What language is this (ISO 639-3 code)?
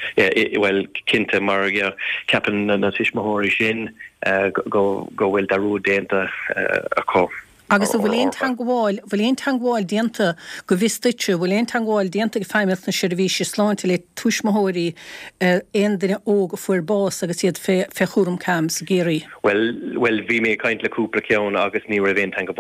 gle